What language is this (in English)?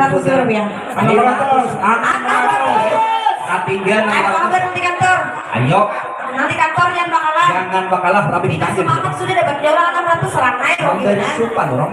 Banjar